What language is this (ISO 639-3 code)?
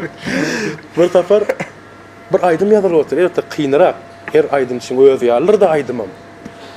tuk